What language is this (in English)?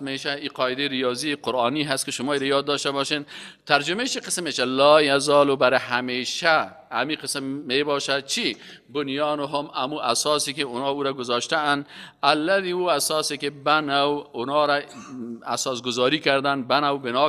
Persian